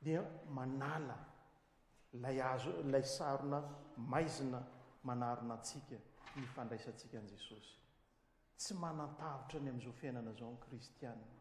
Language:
Malagasy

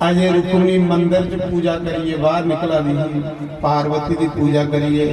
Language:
Dogri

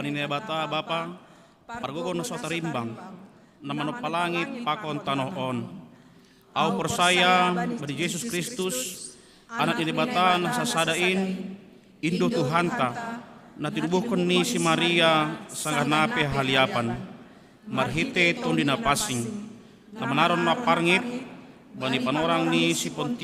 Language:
Batak Simalungun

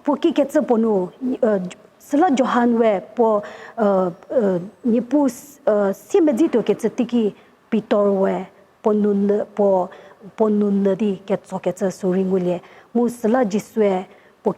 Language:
Angami Naga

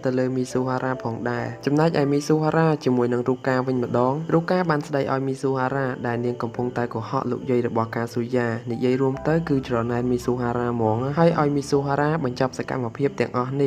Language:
Khmer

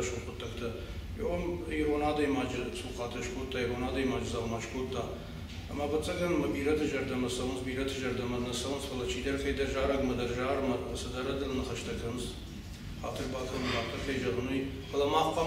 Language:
Ossetic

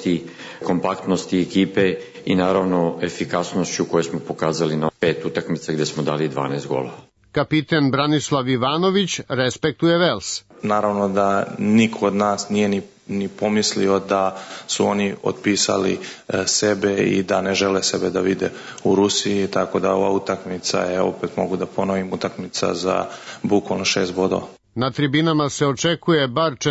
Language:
Serbian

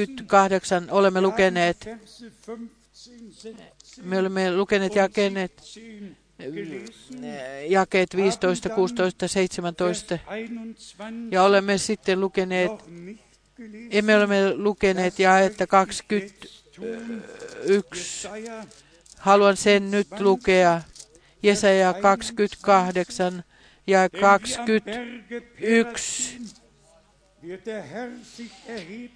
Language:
Finnish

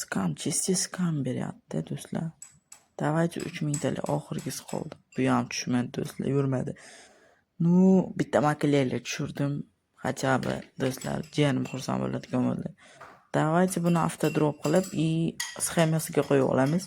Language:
Uzbek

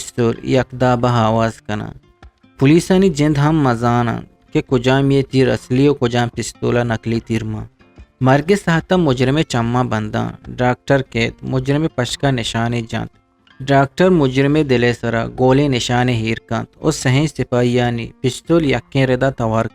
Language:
Eastern Balochi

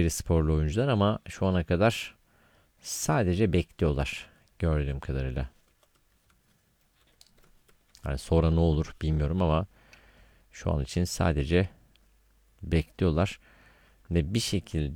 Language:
Turkish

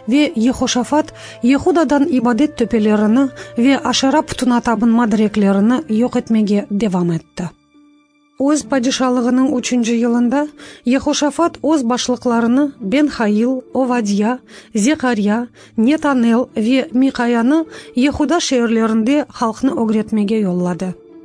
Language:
Crimean Tatar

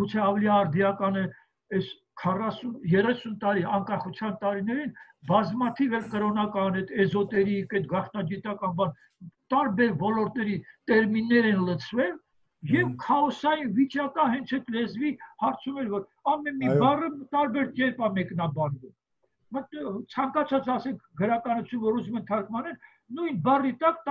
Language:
Armenian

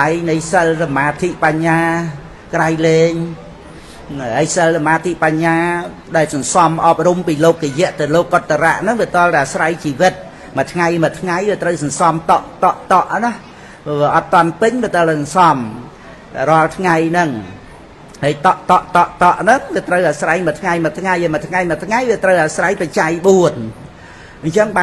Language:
Khmer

